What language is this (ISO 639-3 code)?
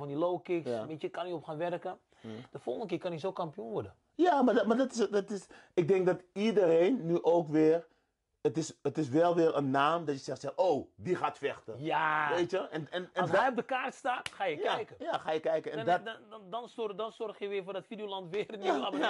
nld